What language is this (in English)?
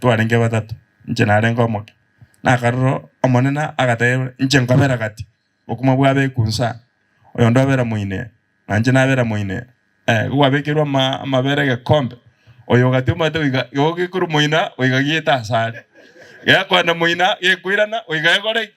Gusii